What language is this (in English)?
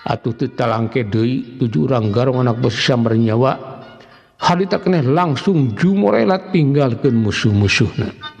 Sundanese